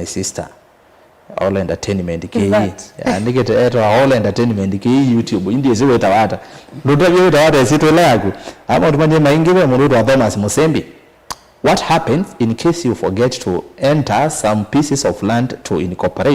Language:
Kamba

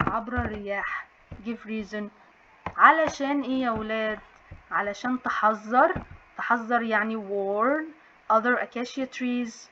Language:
Egyptian Arabic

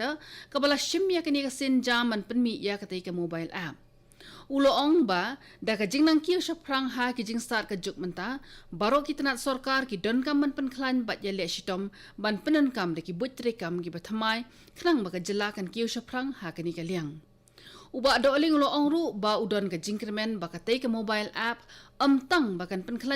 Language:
Khasi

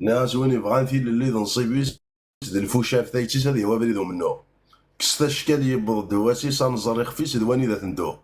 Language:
Kabyle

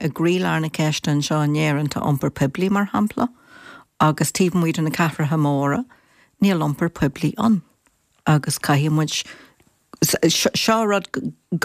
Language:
Irish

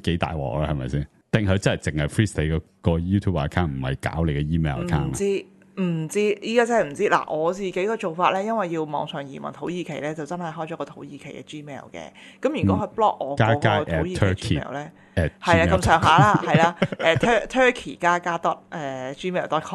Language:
Cantonese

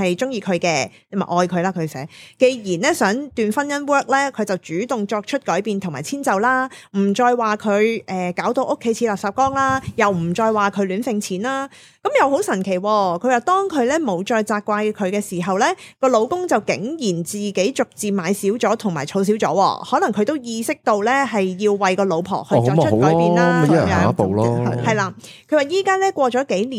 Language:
Cantonese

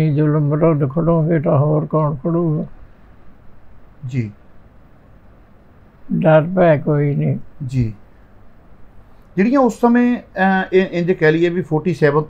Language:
Punjabi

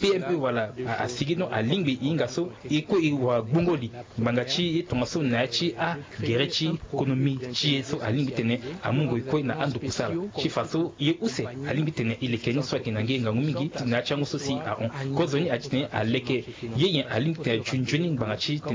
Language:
Sango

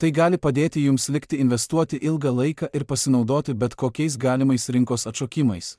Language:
Lithuanian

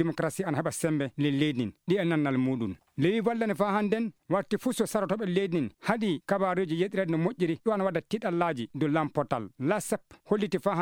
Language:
Fula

